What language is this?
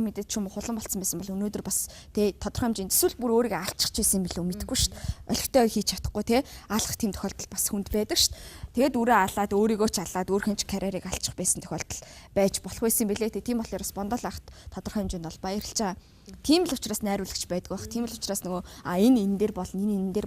Mongolian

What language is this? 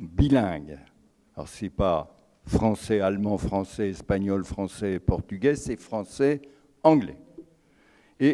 French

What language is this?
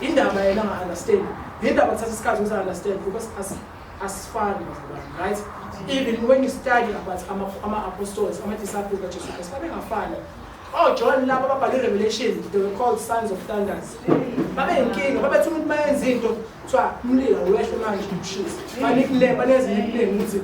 Zulu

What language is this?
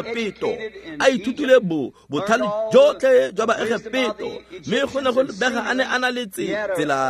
Tswana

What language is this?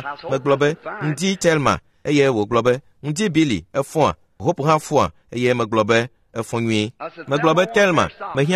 Ewe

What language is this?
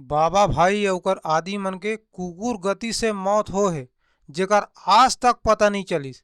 Chhattisgarhi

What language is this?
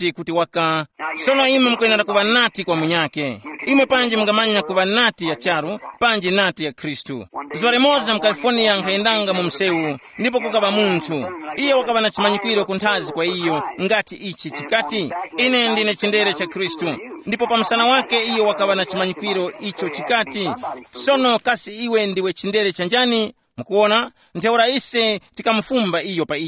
Tumbuka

